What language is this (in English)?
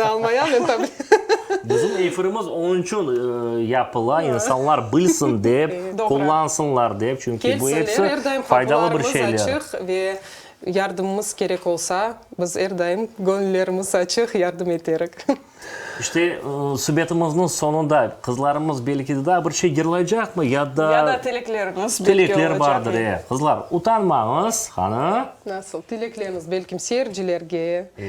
Crimean Tatar